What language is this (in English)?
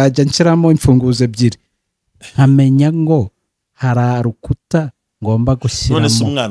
Kinyarwanda